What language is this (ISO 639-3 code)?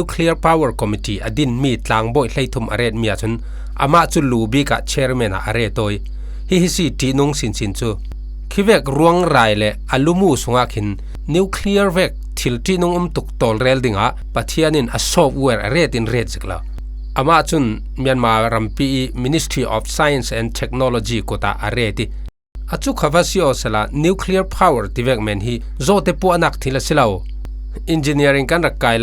cfm